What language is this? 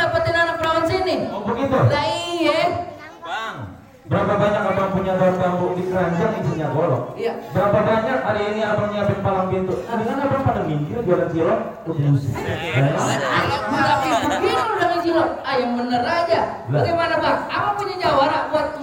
Betawi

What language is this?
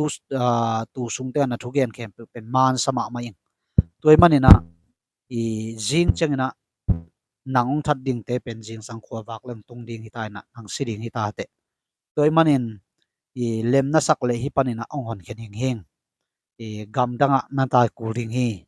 Tedim Chin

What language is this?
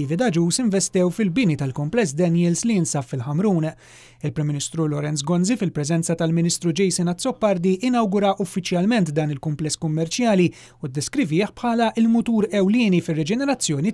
Maltese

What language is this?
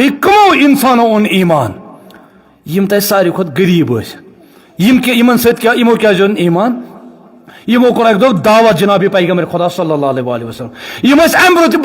Kashmiri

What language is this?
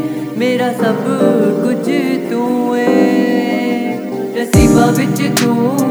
Punjabi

